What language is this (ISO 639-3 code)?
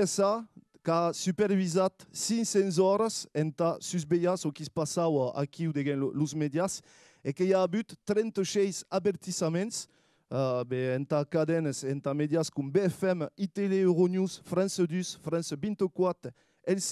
oci